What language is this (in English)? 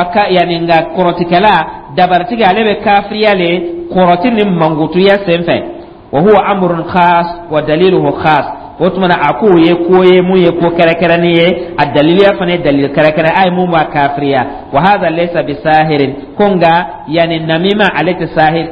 Dyula